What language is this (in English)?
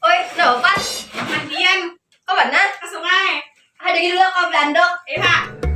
Banjar